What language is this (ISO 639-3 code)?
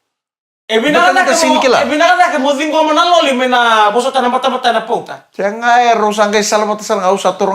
fij